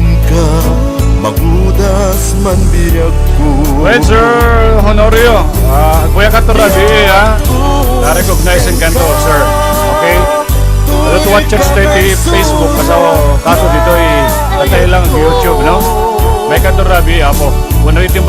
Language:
Iloko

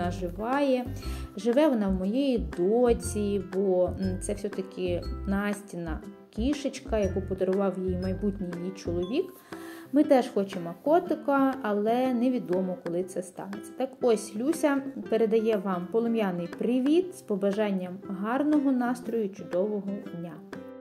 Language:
Ukrainian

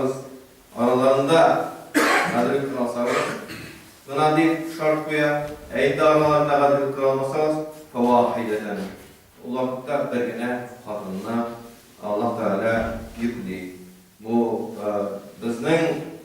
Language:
Tatar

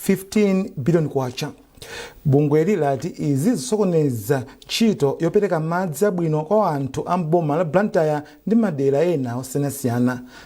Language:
Nyanja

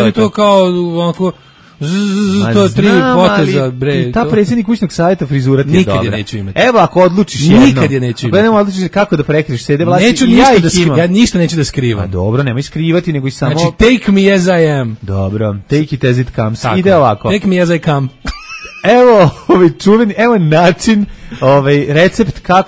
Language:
Serbian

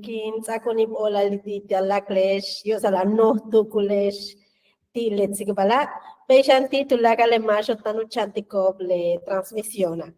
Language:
Yucateco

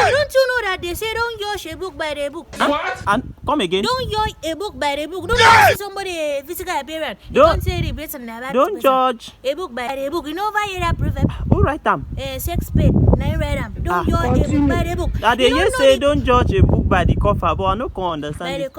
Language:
Nigerian Pidgin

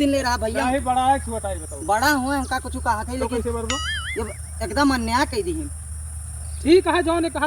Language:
Awadhi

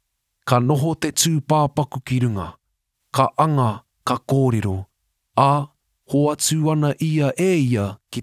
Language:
Māori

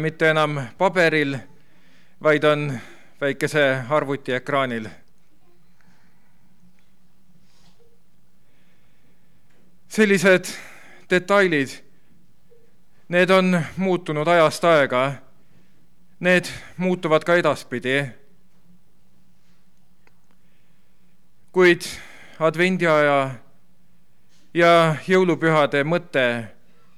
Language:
Estonian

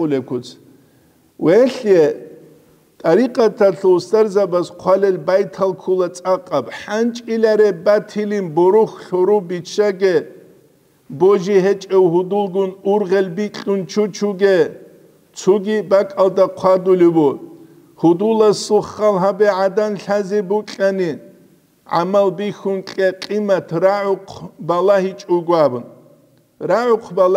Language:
Avaric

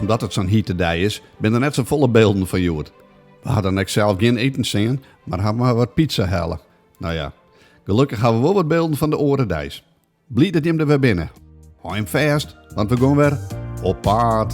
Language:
Western Frisian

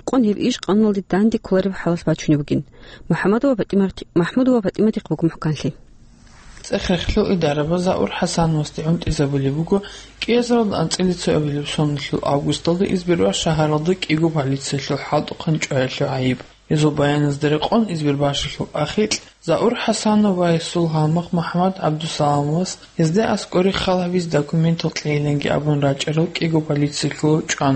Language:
Avaric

